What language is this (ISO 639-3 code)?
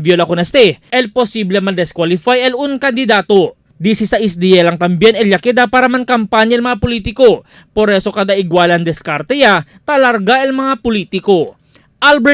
cbk